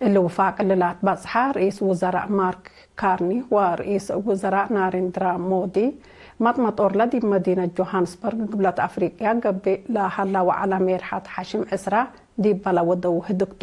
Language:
Tigre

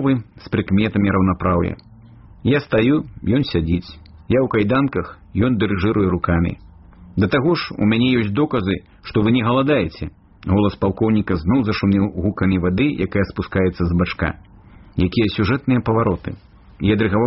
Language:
Belarusian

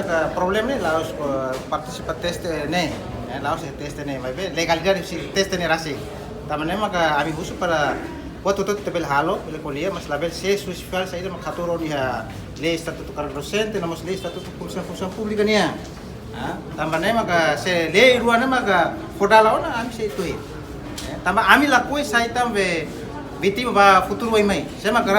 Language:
Tetum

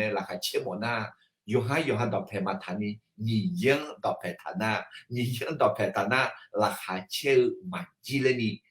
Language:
Akha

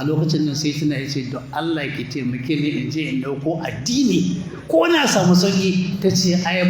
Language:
Hausa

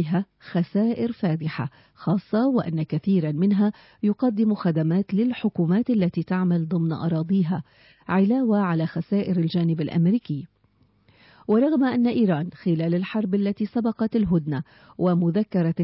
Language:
Arabic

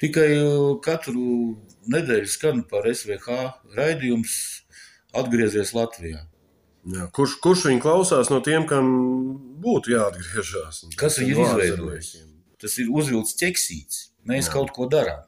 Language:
Latvian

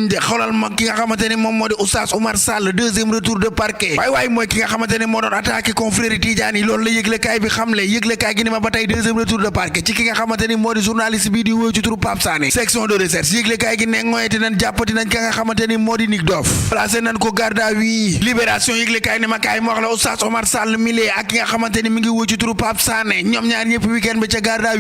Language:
Wolof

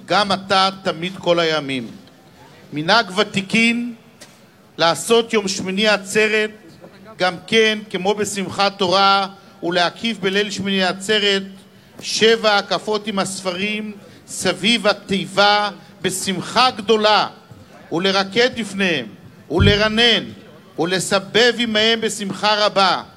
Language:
Hebrew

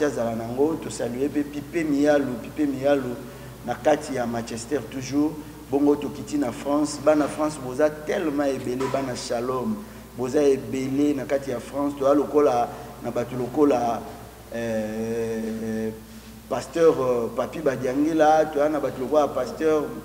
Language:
Lingala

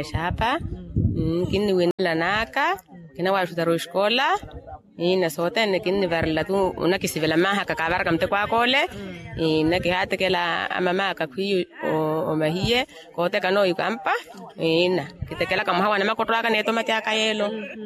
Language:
Makhuwa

